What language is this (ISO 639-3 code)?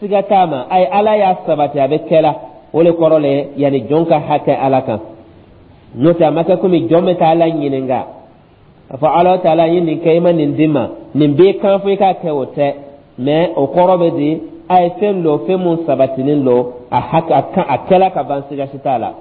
dyu